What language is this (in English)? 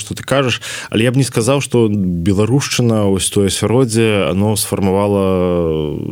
Belarusian